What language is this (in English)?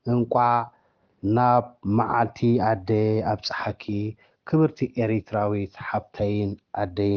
Tigrinya